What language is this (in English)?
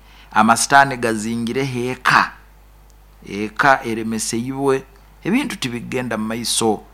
Nyoro